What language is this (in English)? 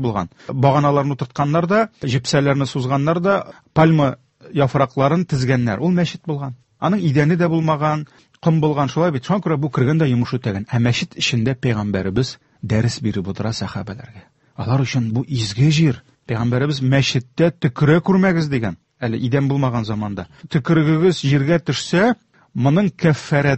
Tatar